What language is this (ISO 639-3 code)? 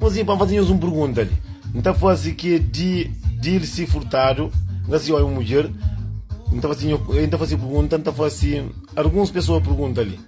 kea